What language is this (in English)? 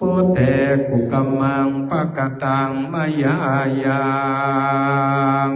Pali